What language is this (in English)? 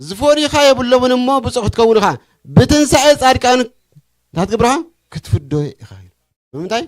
Tigrinya